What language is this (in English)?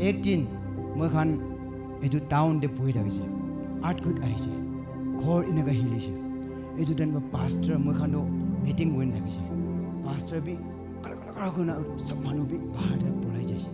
Naga Pidgin